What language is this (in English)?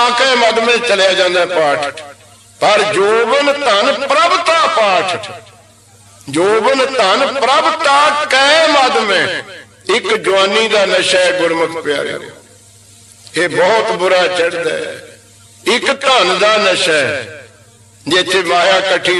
Punjabi